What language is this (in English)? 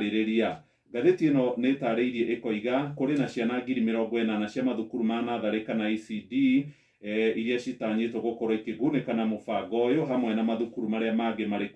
Kikuyu